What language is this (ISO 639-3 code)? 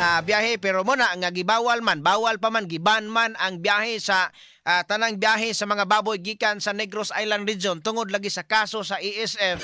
ceb